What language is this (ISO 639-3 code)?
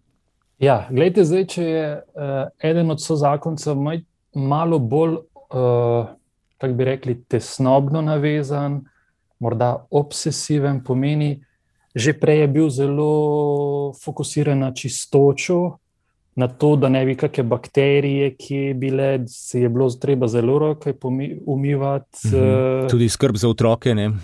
slv